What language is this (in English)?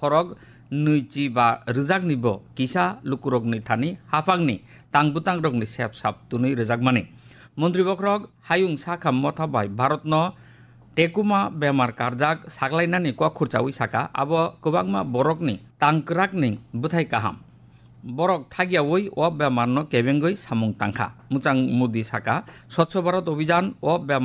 Kok Borok